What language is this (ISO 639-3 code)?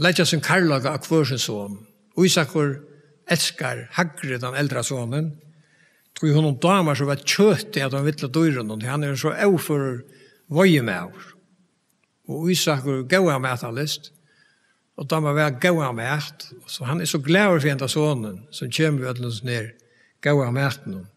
fao